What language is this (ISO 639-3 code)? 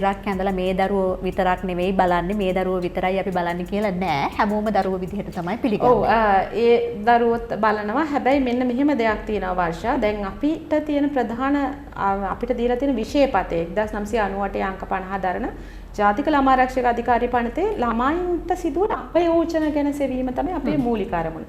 sin